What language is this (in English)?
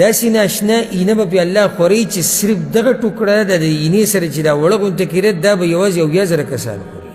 Pashto